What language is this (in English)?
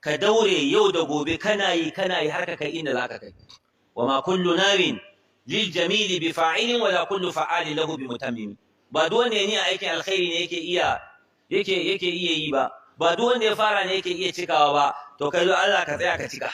Hausa